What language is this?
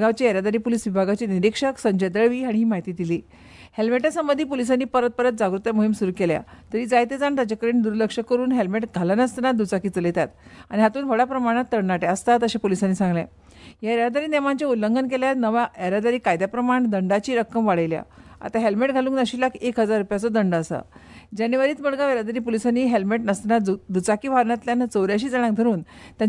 Konkani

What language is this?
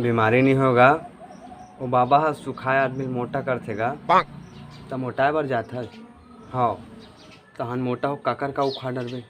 Chhattisgarhi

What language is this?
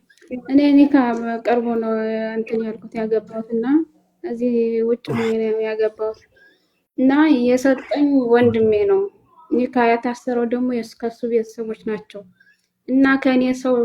Amharic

